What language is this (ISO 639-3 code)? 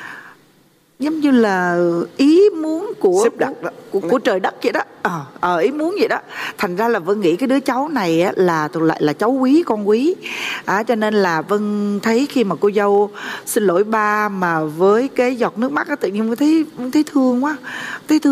vie